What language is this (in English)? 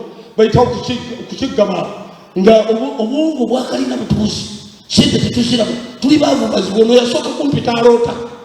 Ganda